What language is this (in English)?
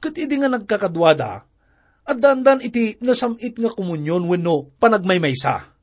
Iloko